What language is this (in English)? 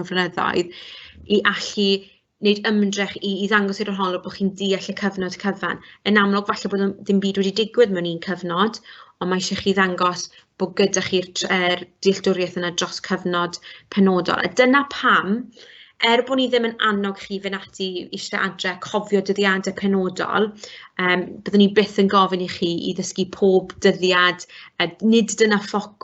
Welsh